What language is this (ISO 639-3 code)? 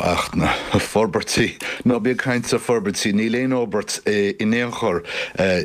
gle